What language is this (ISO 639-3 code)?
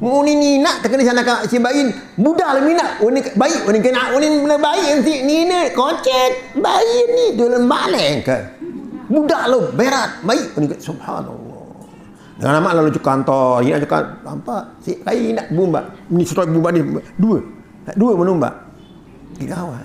sas